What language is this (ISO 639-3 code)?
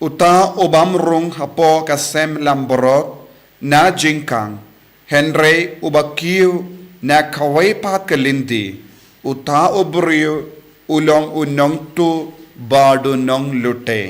kha